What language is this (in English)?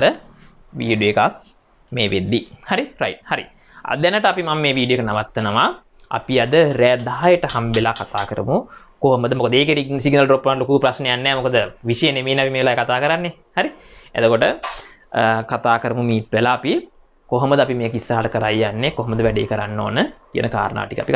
Sinhala